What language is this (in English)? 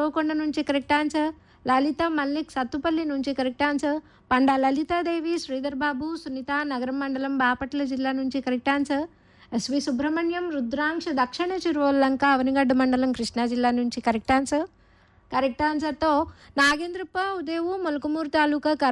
Telugu